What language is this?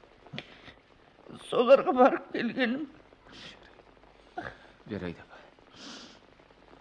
Kazakh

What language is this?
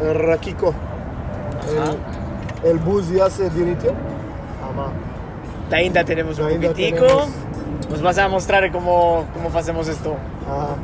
Ladino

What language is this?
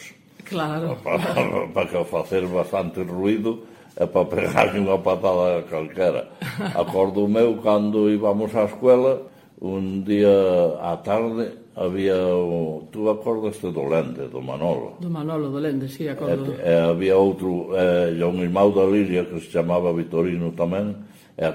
Galician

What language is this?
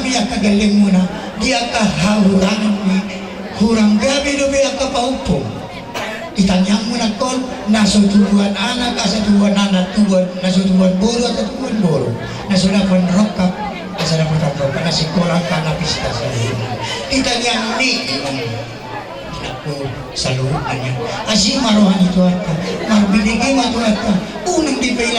Batak Toba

